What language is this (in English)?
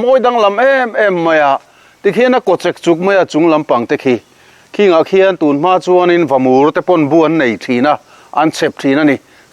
Mizo